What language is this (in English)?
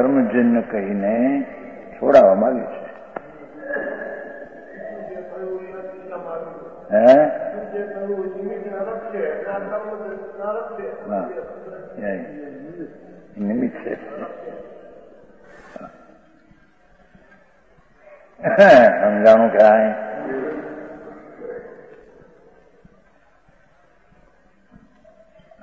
Gujarati